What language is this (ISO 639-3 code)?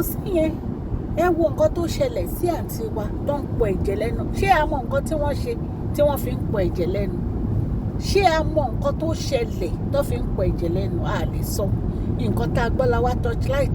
yor